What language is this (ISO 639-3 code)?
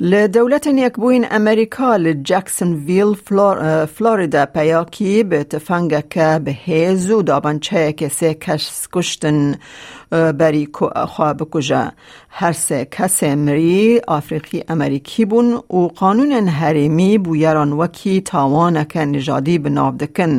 kur